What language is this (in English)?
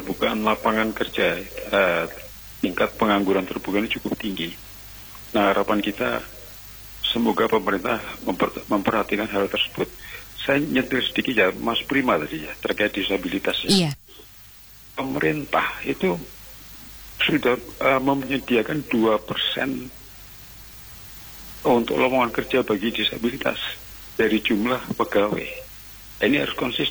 Indonesian